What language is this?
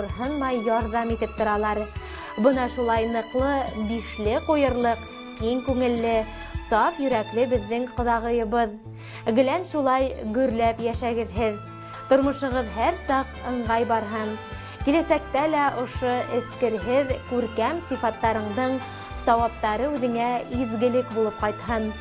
Bashkir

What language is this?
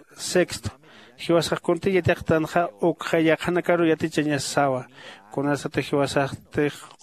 Aymara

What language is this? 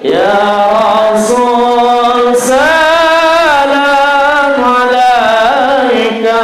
Sasak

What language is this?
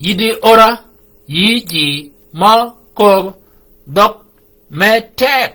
Shilluk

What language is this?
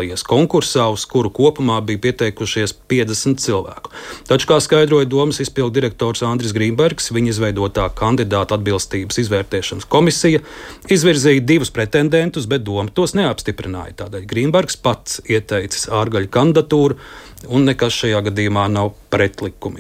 Latvian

